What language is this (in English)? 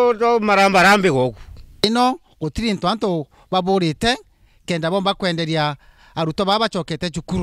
Meru